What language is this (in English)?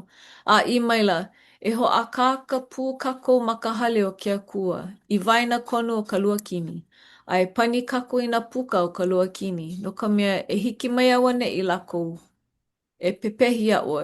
Hawaiian